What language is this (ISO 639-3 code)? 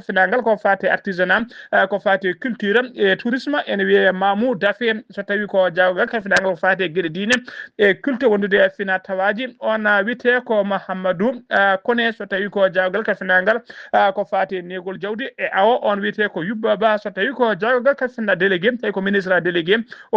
ful